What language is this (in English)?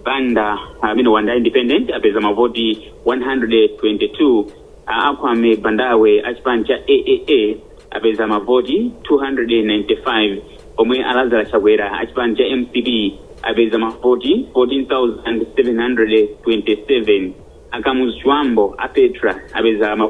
Nyanja